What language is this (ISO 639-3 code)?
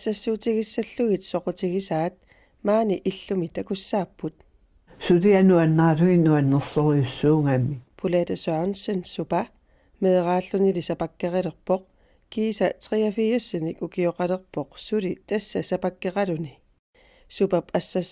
kal